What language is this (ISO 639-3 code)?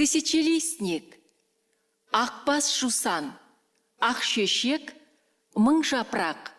kaz